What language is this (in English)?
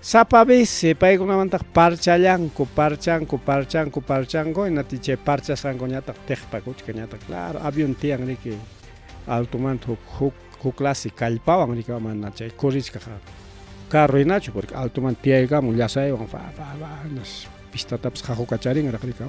Ayacucho Quechua